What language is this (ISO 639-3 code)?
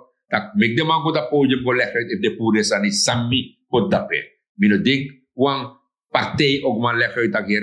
srn